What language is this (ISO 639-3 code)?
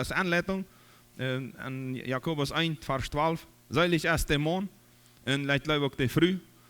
pdt